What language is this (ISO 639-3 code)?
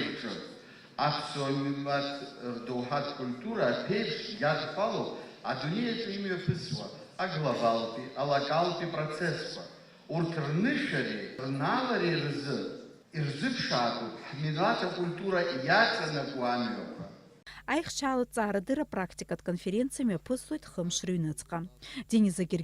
abk